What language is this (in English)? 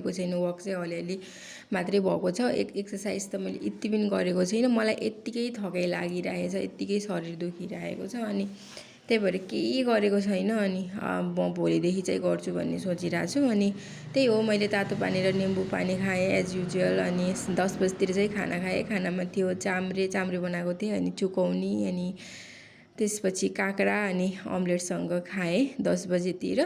Nepali